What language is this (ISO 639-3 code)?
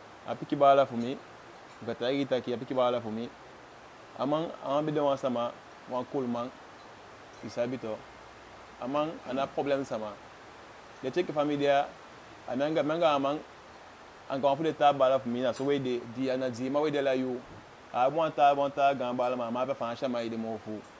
djk